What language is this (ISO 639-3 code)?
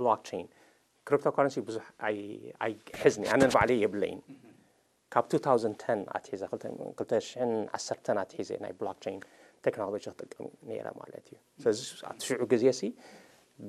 tir